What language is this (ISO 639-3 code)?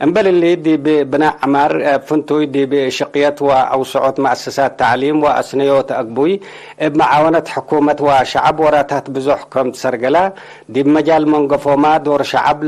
tig